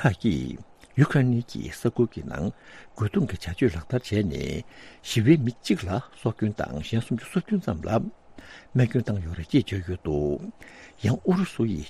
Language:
Tibetan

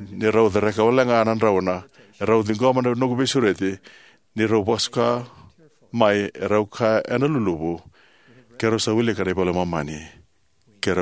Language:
Fijian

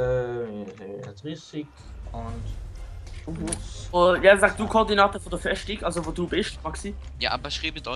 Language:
Swiss German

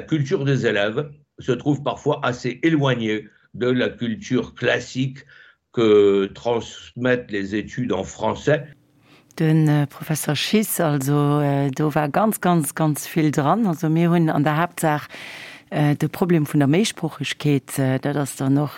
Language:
Luxembourgish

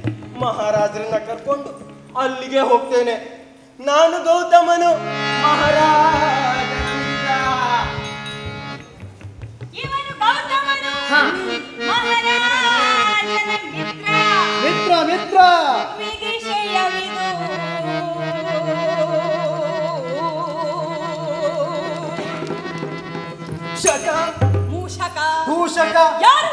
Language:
Kannada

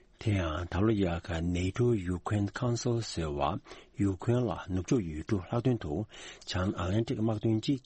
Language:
Tibetan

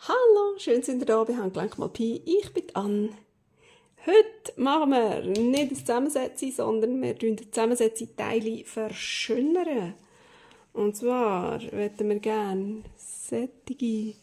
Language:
Swiss German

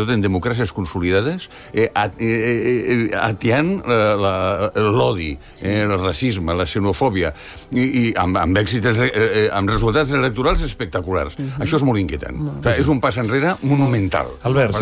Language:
Catalan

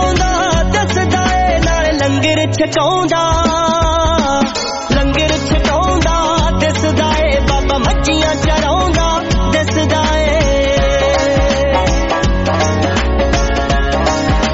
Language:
Punjabi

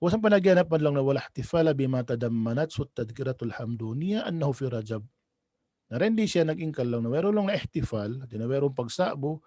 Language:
Tausug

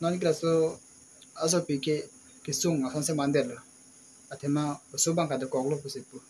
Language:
Karbi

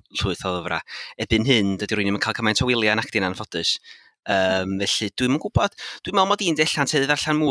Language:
Welsh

